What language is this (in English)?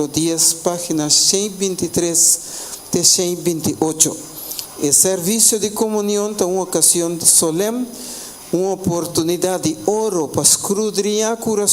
Papiamento